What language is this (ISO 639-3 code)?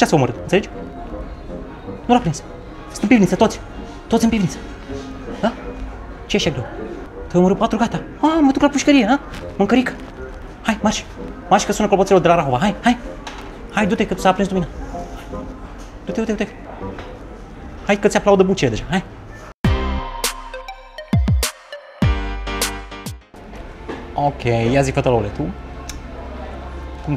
ron